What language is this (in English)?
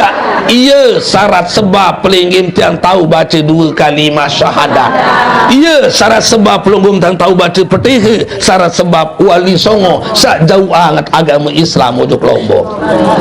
Sasak